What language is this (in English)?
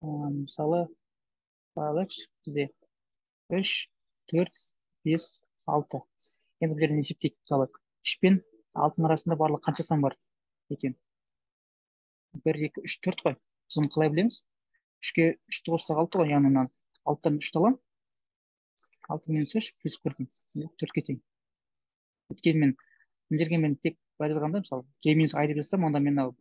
Kazakh